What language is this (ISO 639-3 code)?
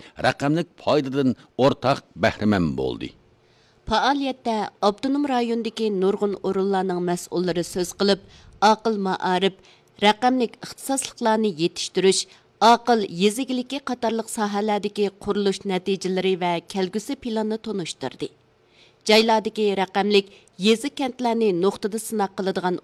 uig